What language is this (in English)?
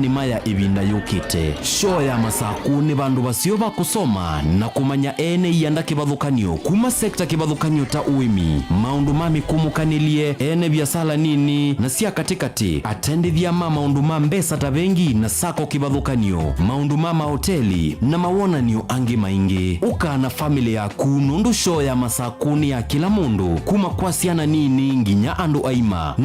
Kamba